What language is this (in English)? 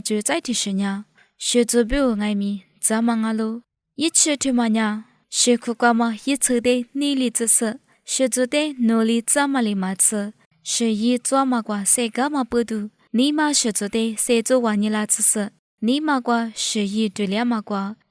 Lisu